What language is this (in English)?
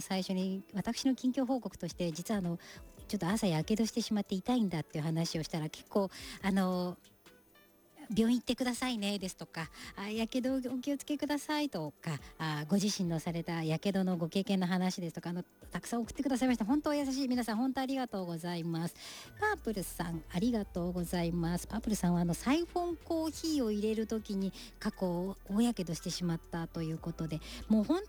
Japanese